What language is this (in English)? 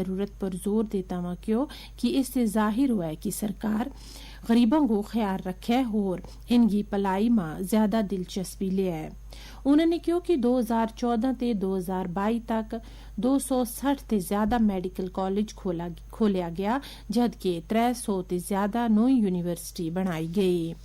Gujari